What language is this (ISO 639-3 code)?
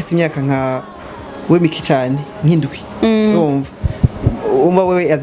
run